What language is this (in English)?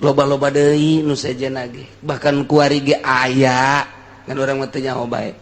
Sundanese